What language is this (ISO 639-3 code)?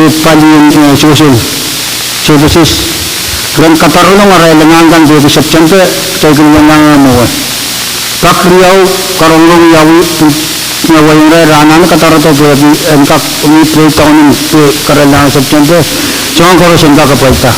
pon